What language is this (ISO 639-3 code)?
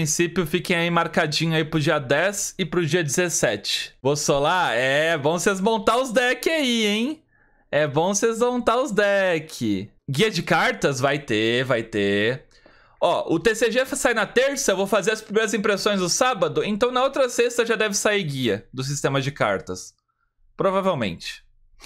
por